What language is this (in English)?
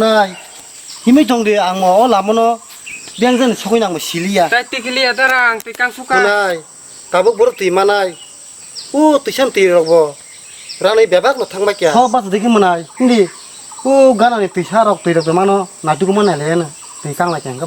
Kok Borok